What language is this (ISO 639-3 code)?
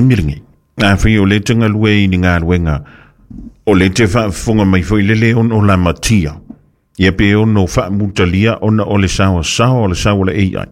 smo